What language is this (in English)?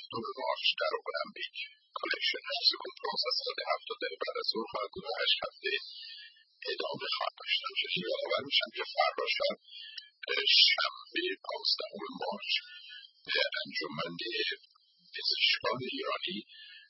Persian